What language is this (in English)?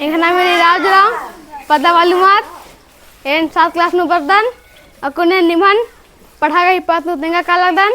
Kurukh